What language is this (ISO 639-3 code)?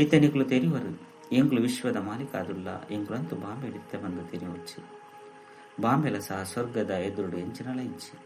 tcy